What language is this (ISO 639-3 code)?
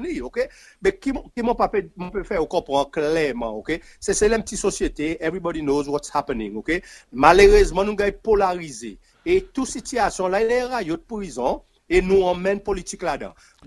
crs